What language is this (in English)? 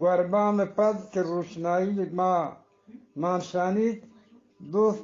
Eastern Balochi